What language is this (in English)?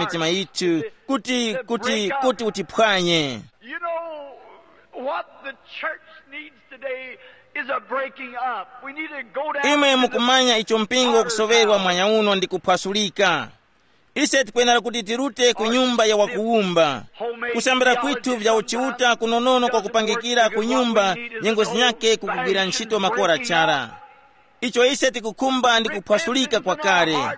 Tumbuka